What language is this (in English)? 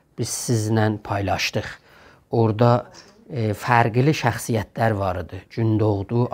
South Azerbaijani